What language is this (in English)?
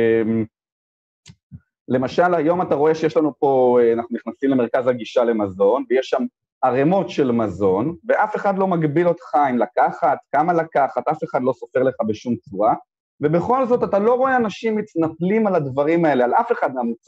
Hebrew